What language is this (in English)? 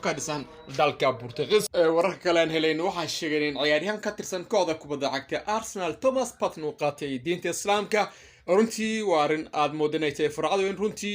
Somali